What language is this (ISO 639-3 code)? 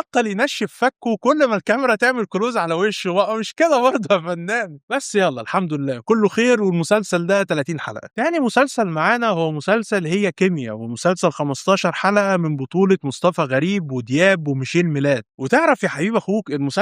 arz